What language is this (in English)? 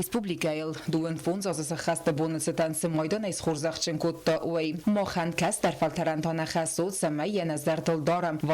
Ossetic